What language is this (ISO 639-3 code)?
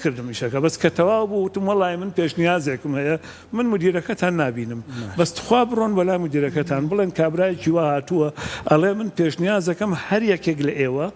ckb